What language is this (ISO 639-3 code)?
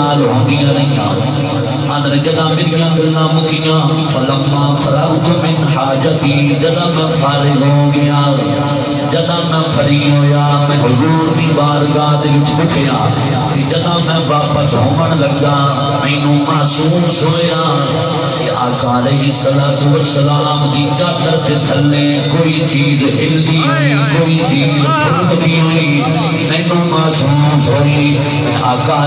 skr